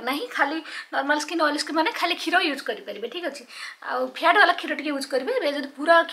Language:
Odia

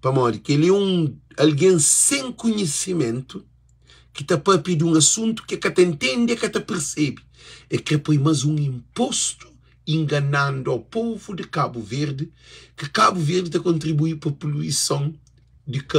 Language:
Kabuverdianu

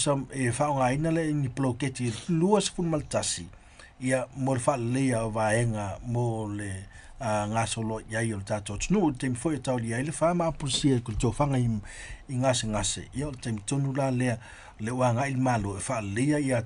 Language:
Samoan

